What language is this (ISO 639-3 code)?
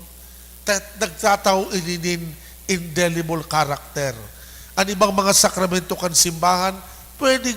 bik